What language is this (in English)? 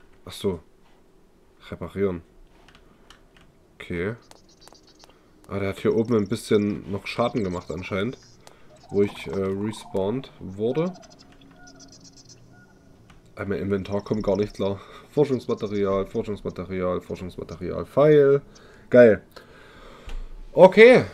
German